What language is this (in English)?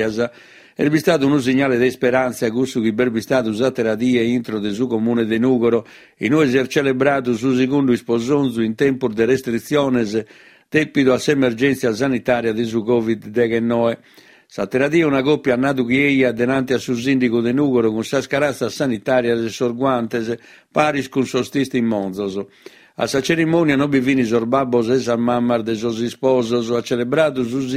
Sardinian